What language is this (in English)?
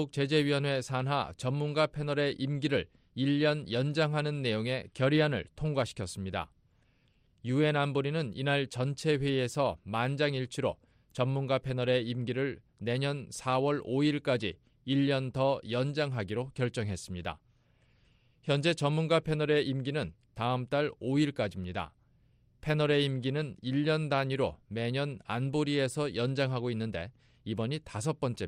Korean